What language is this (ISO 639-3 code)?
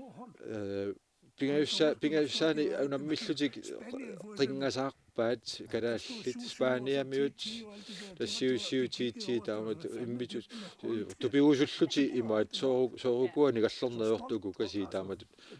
kal